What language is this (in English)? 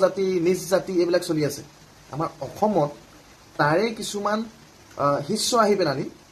Assamese